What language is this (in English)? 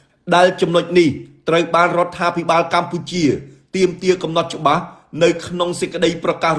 Khmer